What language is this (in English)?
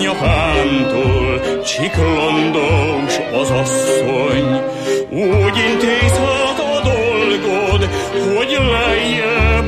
Hungarian